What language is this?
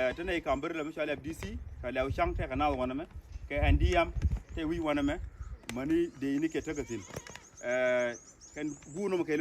Nuer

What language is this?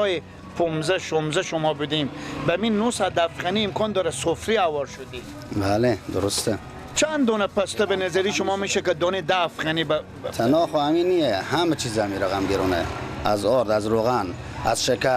Persian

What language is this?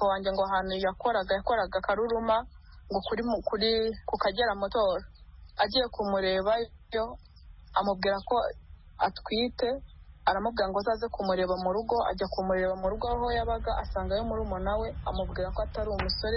Kinyarwanda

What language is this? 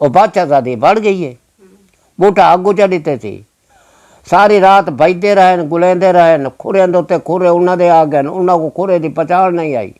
Saraiki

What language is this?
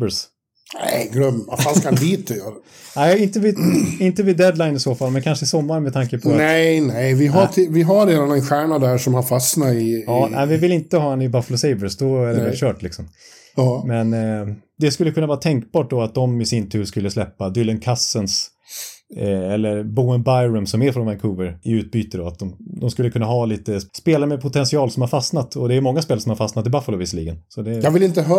Swedish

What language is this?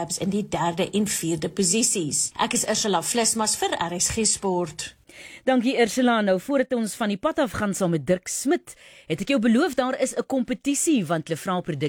Afrikaans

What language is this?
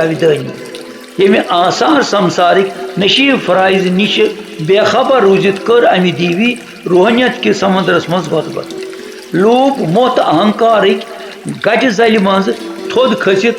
Kashmiri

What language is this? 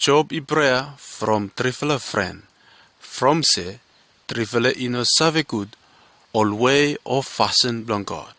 Bislama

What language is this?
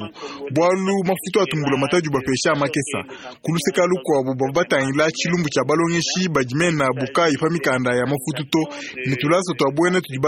Luba-Lulua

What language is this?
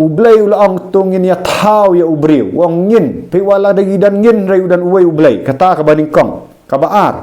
Khasi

